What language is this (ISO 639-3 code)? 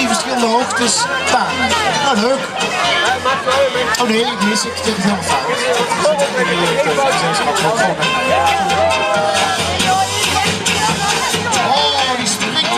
nld